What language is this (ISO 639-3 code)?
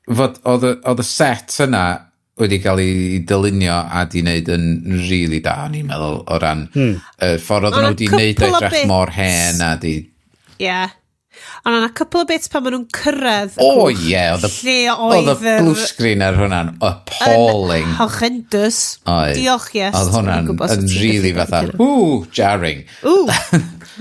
cym